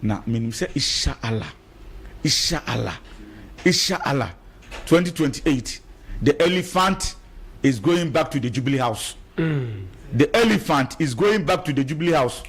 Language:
Akan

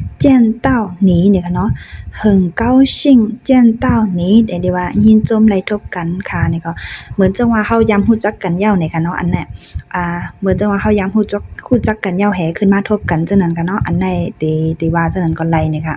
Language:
Shan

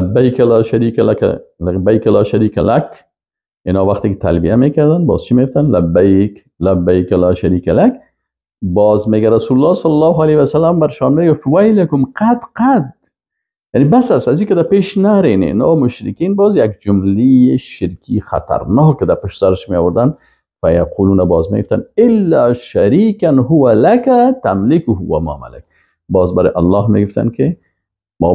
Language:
Persian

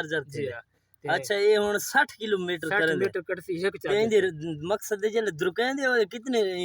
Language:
Saraiki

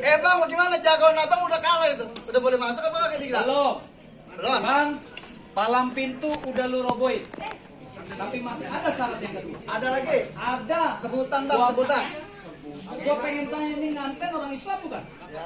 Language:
Betawi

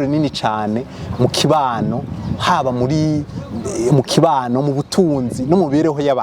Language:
Rundi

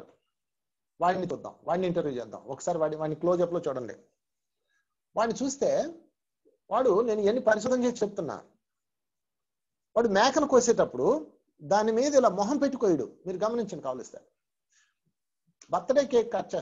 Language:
Telugu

